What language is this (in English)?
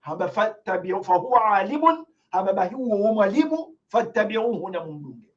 Ngazidja Comorian